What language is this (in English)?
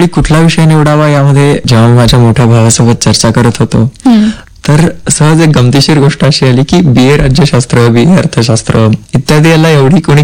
Marathi